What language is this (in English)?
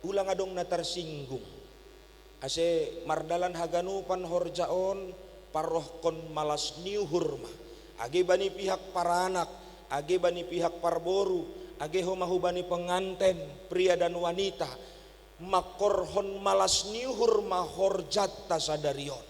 Batak Simalungun